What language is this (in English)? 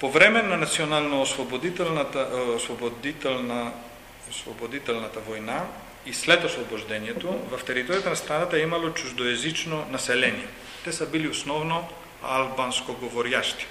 Macedonian